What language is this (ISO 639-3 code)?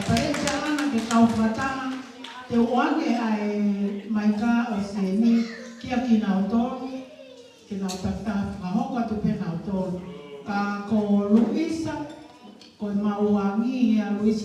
ton